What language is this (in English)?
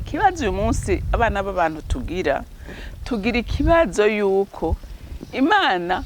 Rundi